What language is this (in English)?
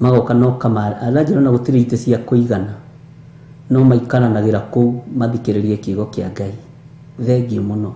Kikuyu